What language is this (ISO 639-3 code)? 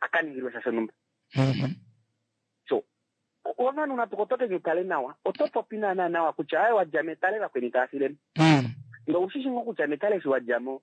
kua